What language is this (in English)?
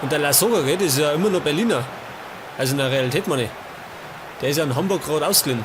Bavarian